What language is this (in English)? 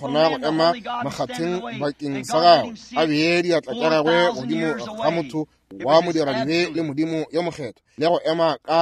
Northern Sotho